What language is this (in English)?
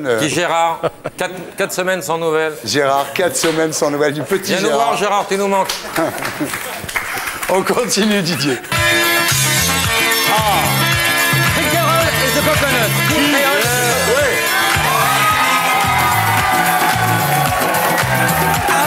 French